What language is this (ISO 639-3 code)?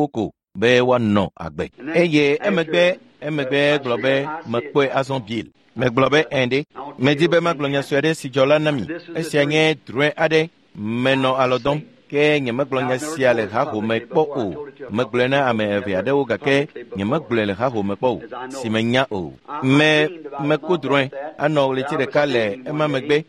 ewe